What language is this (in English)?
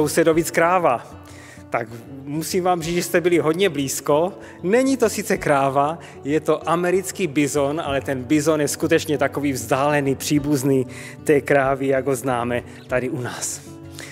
Czech